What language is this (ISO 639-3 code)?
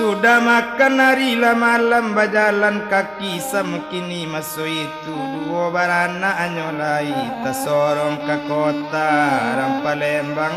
min